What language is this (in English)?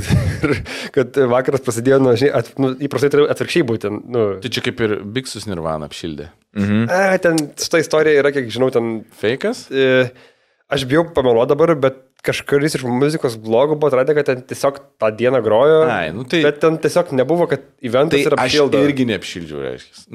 Lithuanian